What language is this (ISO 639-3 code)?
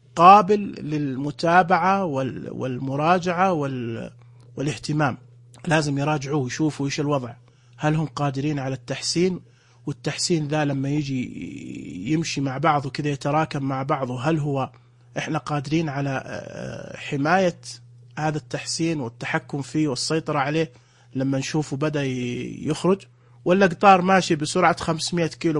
ars